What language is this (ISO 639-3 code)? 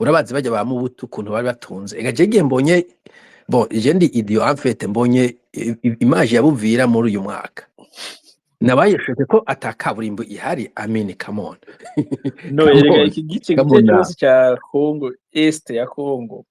run